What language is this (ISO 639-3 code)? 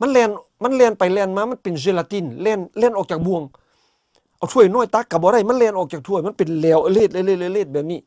lao